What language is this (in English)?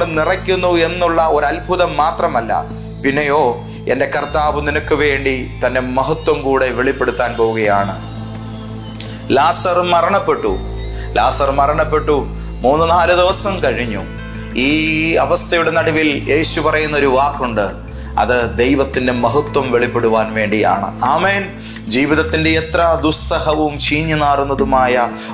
Malayalam